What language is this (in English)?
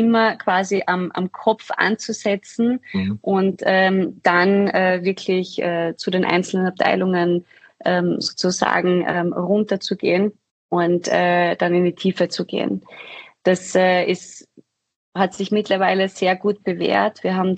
German